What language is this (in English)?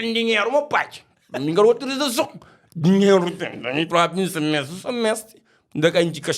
Kabuverdianu